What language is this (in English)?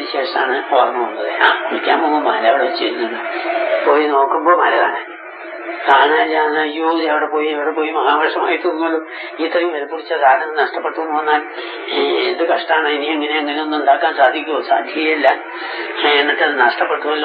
Malayalam